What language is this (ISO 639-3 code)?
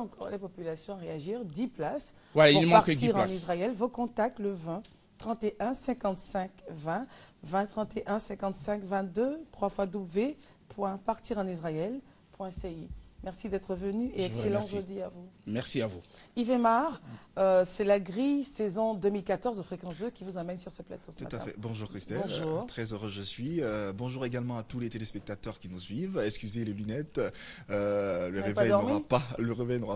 fra